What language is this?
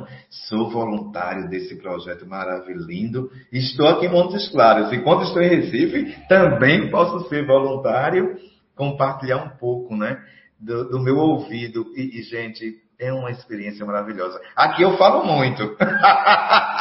Portuguese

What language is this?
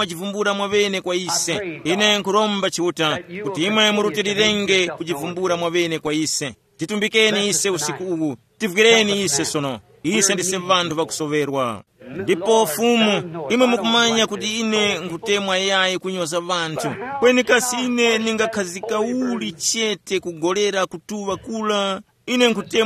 Tumbuka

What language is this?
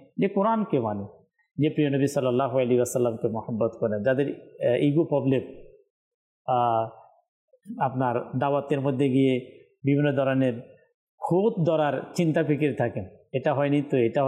Bangla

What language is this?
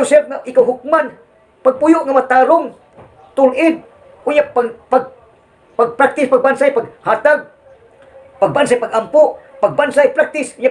Cebuano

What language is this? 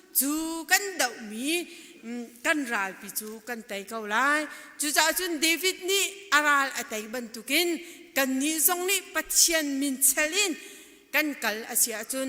Hakha Chin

